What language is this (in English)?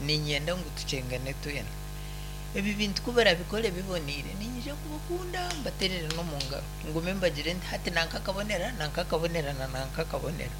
Nyankole